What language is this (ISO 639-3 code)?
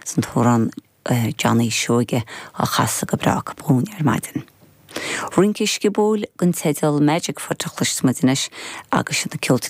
gle